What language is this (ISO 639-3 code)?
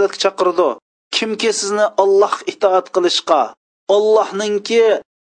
uig